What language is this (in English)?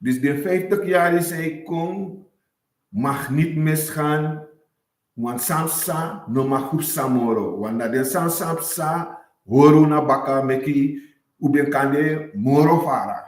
Sranan Tongo